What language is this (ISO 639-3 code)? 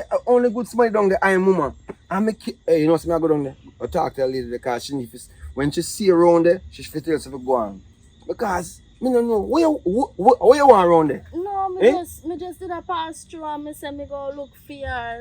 jam